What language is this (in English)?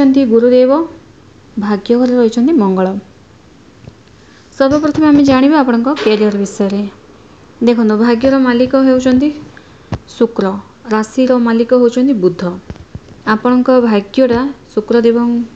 Odia